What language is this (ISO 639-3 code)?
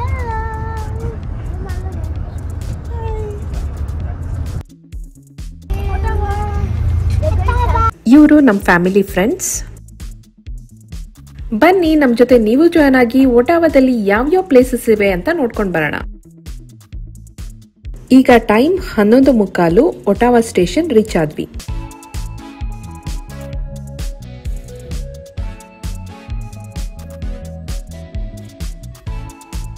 kan